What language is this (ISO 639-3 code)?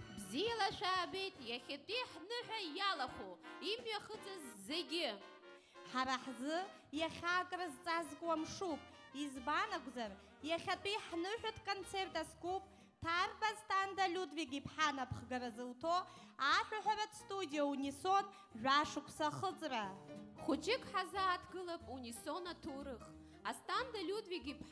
abk